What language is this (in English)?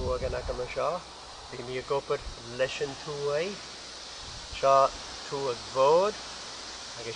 Scottish Gaelic